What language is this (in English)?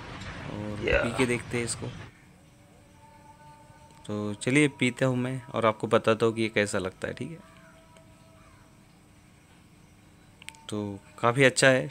Hindi